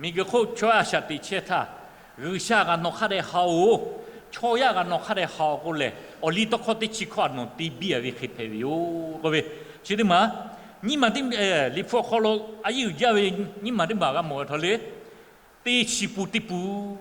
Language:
Lahu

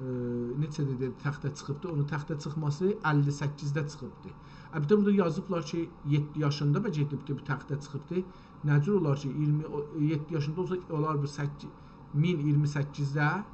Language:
South Azerbaijani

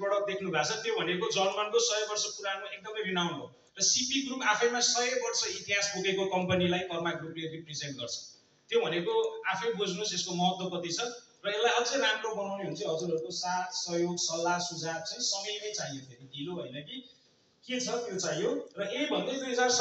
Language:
Nepali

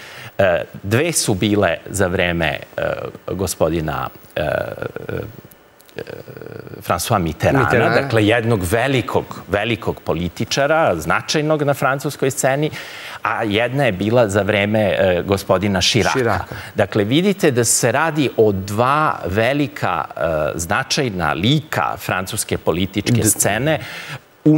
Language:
Serbian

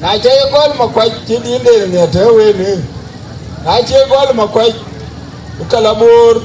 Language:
Dinka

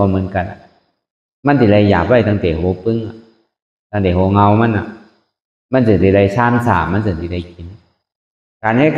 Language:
Shan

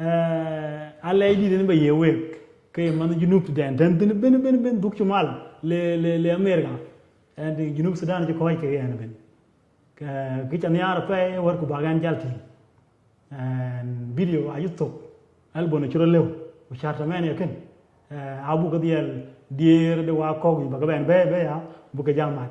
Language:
Dinka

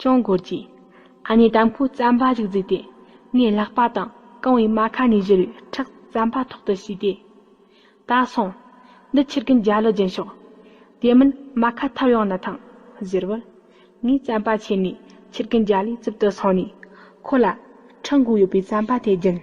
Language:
Tibetan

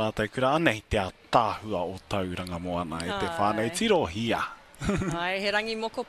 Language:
Māori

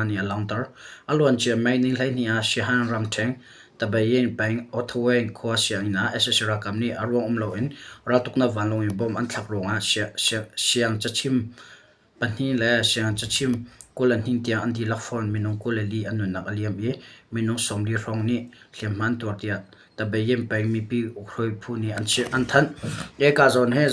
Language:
Hakha Chin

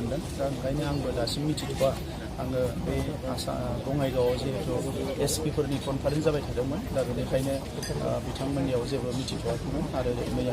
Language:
Bodo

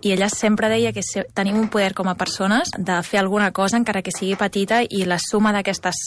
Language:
Catalan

